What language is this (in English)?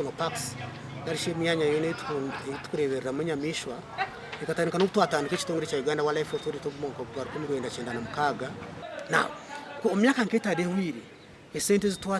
Nyankole